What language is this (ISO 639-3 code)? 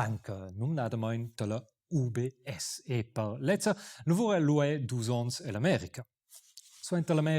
roh